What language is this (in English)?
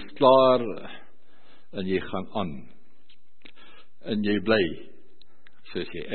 Afrikaans